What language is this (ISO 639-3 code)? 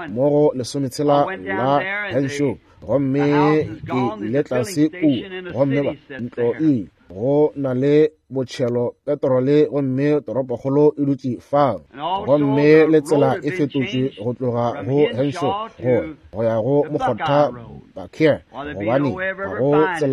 nso